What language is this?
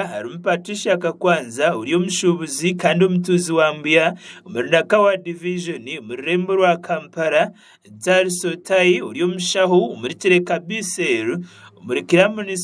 Nyankole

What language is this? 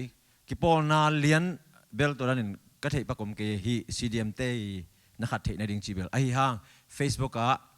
Tedim Chin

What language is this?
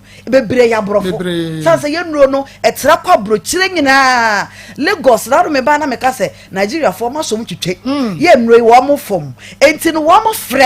Akan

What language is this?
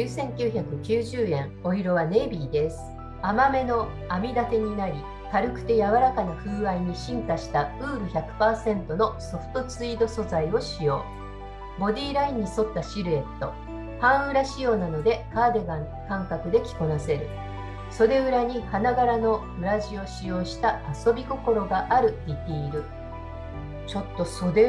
Japanese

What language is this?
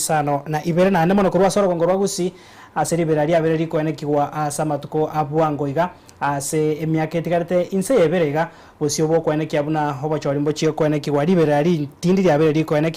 Gusii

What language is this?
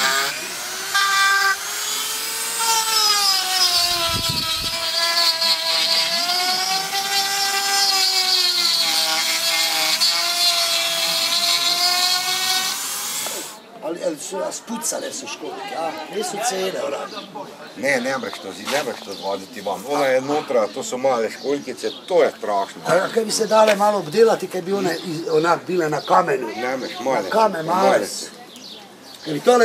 Croatian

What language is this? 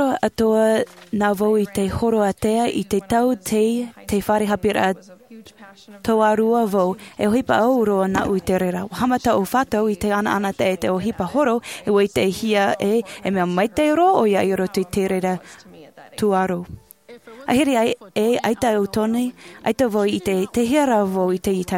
Tahitian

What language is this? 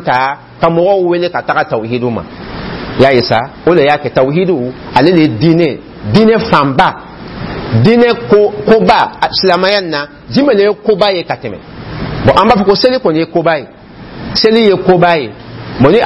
Dyula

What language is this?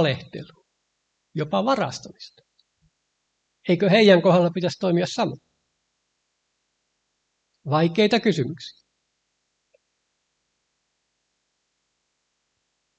Finnish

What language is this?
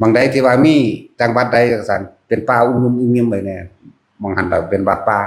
Northeastern Thai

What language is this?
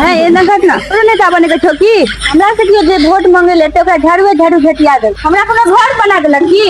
Maithili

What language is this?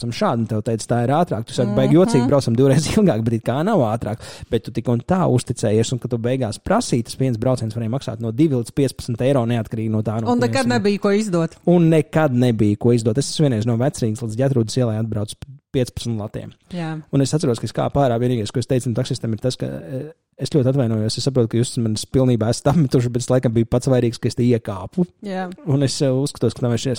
Latvian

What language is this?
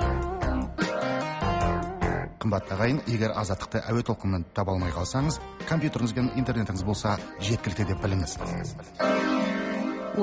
Kazakh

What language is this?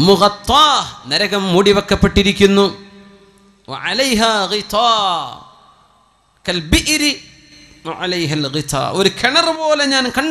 Malayalam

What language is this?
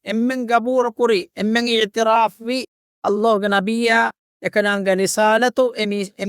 Divehi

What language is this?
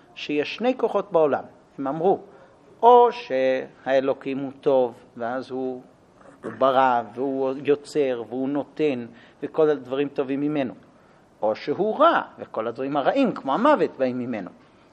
Hebrew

